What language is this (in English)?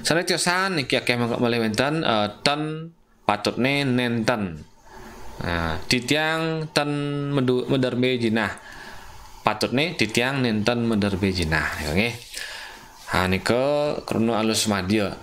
Balinese